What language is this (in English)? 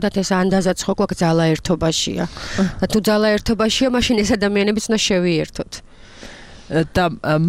Georgian